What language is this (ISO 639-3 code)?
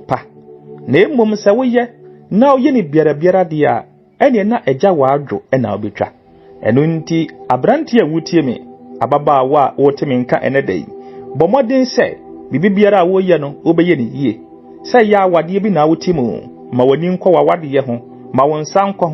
aka